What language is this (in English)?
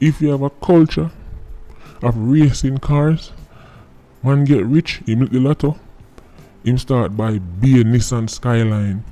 Jamaican Creole English